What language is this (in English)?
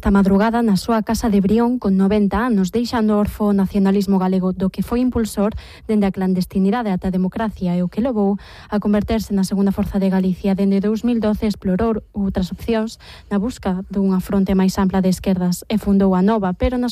Galician